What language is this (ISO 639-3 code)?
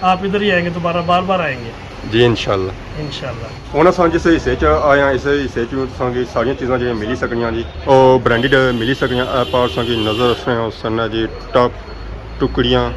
phr